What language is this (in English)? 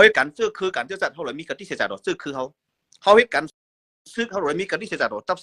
Shan